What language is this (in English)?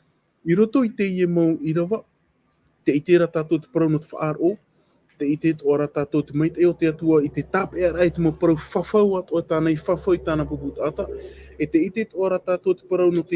Tahitian